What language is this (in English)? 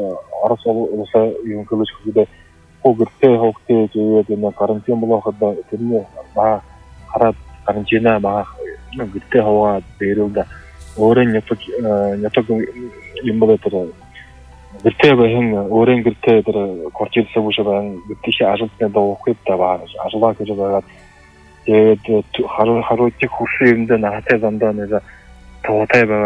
Buriat